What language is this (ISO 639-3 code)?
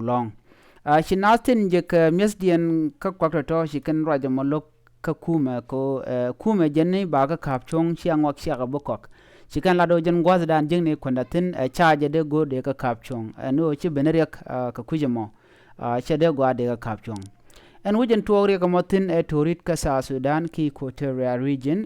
nus